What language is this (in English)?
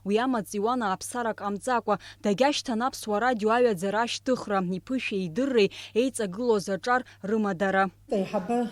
Abkhazian